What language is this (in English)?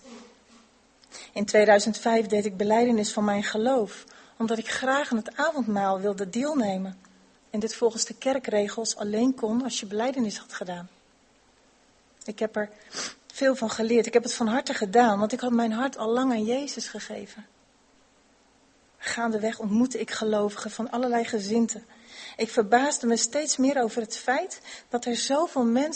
Dutch